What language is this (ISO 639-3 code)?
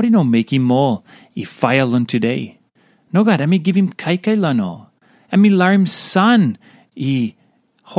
tpi